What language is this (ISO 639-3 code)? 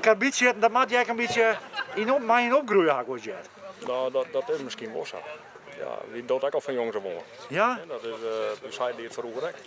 fry